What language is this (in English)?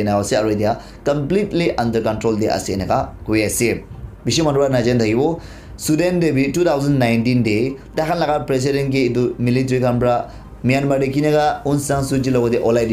Naga Pidgin